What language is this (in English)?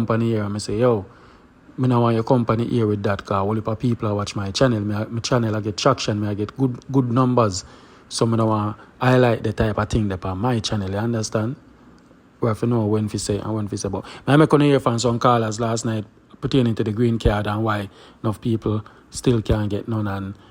Jamaican Creole English